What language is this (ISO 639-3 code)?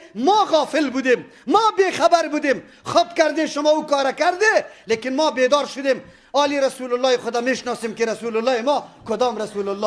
fas